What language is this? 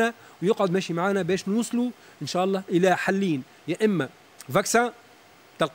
Tunisian Arabic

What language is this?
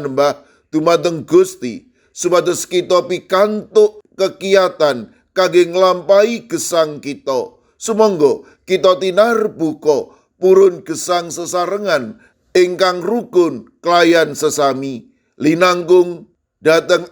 Javanese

